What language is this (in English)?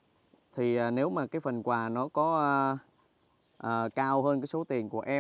Vietnamese